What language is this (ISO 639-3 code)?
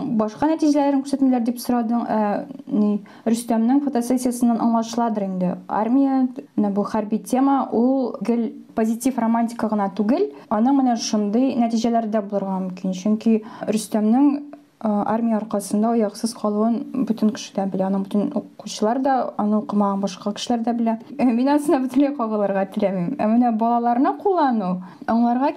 tat